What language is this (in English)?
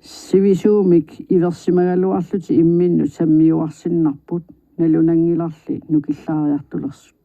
Kalaallisut